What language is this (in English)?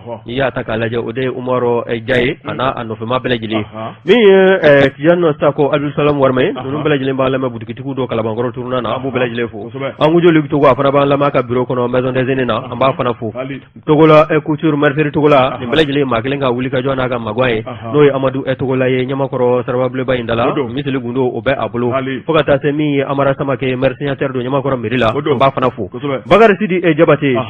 Bambara